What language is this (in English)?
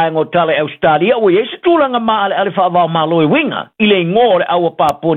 Samoan